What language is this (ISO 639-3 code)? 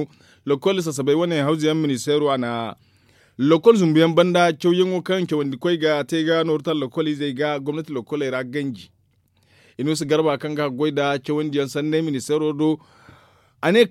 dje